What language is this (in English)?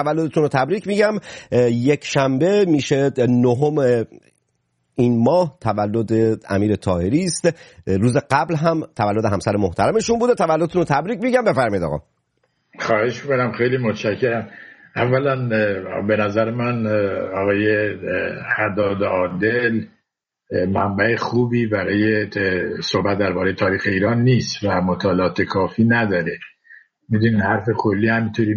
Persian